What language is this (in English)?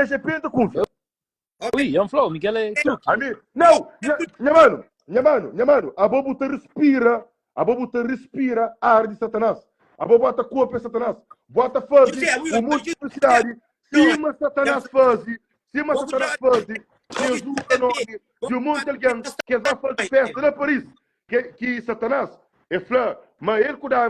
Kabuverdianu